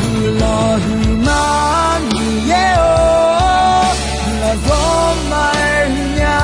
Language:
Akha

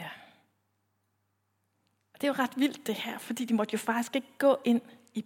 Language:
Danish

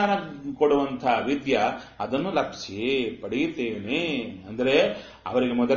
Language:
Kannada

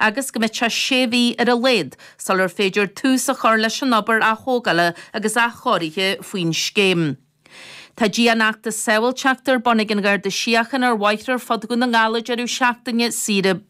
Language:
Irish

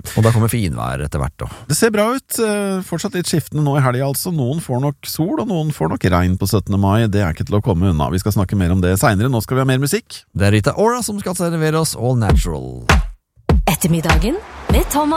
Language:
Norwegian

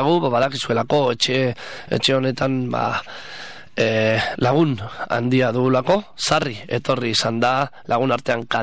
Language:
Basque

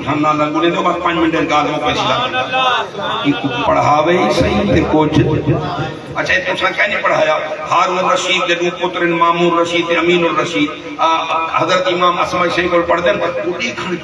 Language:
Saraiki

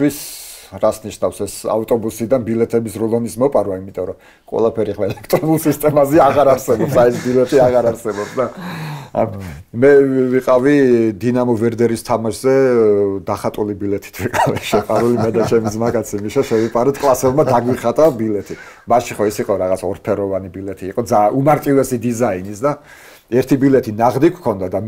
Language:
Georgian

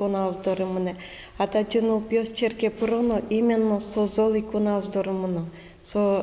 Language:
Udmurt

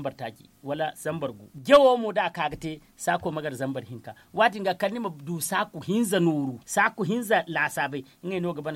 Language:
Zarma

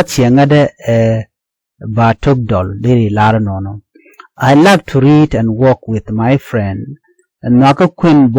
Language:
Nuer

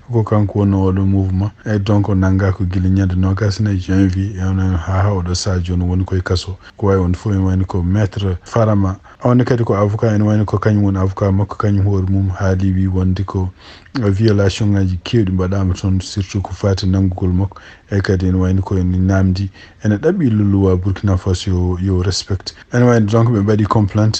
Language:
Fula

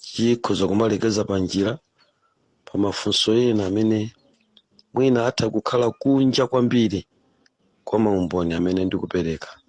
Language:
Nyanja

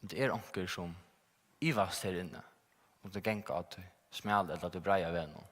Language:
Faroese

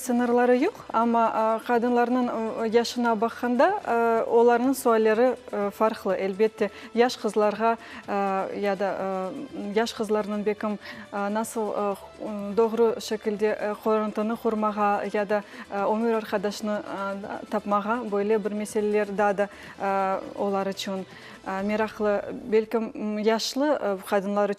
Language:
Crimean Tatar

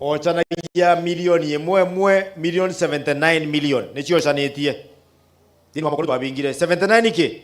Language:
Meru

